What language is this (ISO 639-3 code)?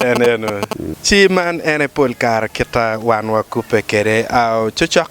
ach